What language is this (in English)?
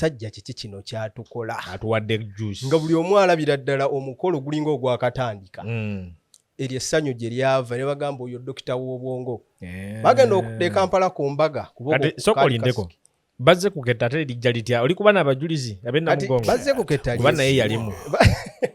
Ganda